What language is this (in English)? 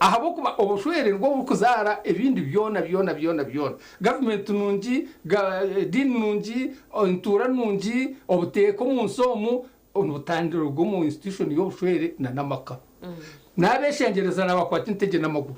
Nyankole